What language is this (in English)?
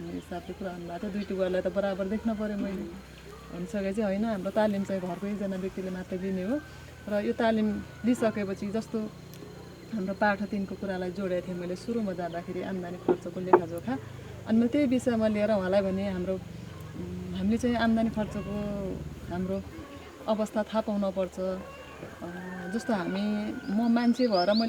Nepali